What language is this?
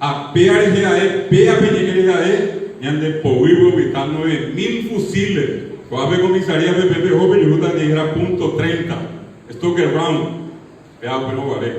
Guarani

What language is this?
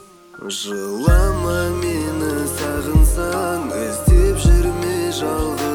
Kazakh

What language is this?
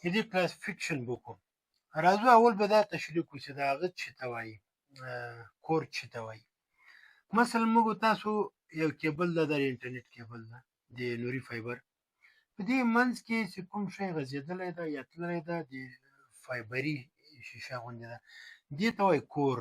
Pashto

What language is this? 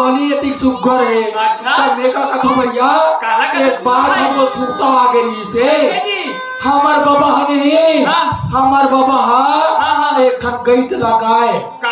Chhattisgarhi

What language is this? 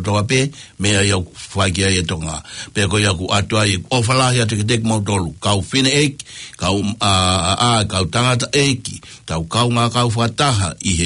Tongan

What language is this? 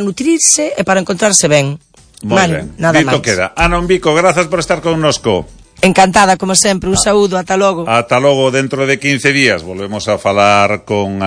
Galician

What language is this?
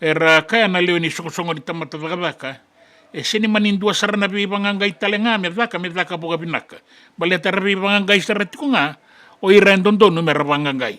Fijian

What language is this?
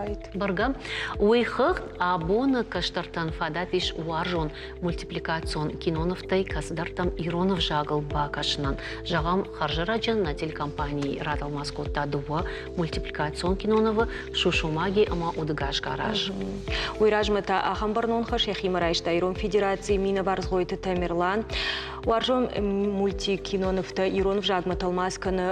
Ossetic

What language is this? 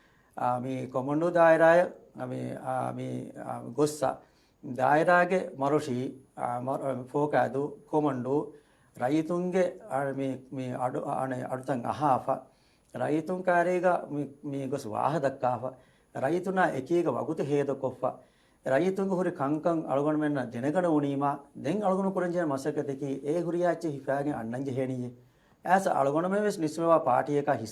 Divehi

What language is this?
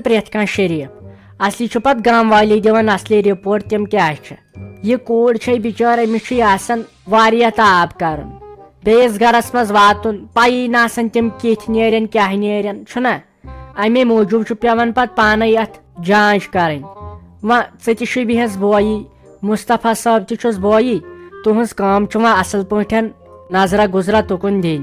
Kashmiri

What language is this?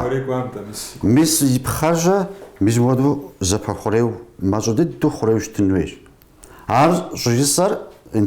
Kabardian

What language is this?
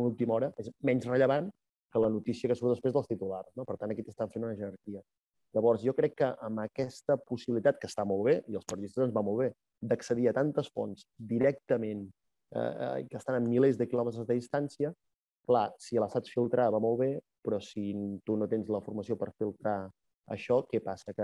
Catalan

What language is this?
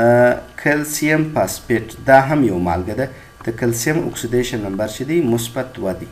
Pashto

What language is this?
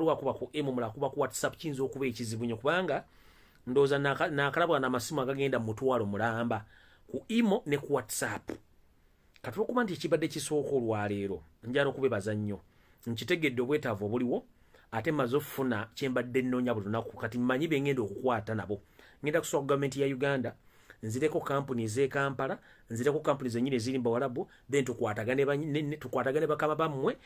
Ganda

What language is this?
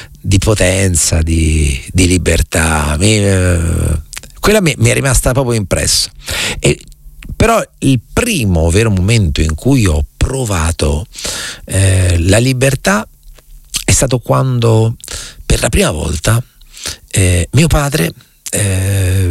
Italian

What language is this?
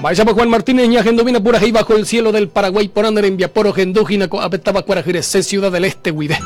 Guarani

